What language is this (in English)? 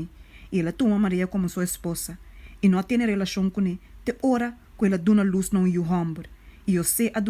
Papiamento